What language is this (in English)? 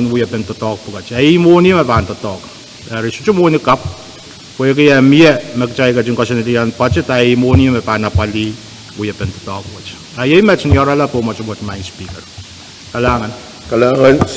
Pohnpeian